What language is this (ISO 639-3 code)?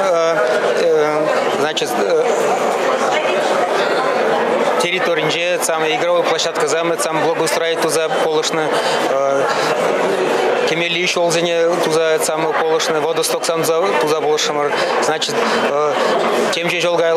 chv